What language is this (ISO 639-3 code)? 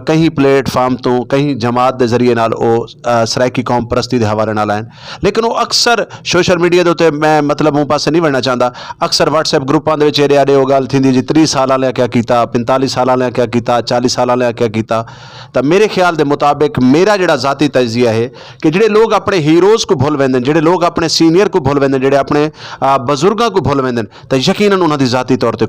skr